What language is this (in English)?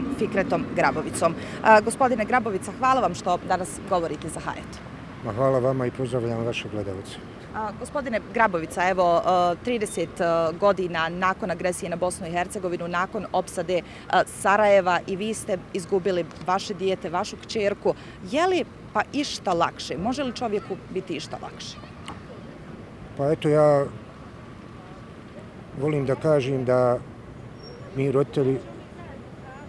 Bosnian